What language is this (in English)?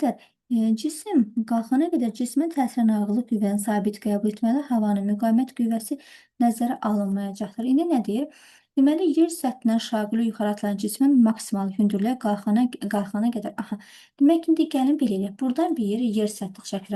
Azerbaijani